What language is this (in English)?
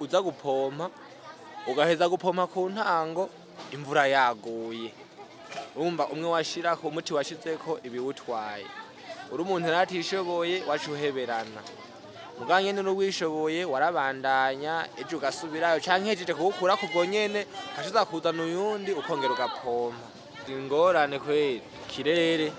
Rundi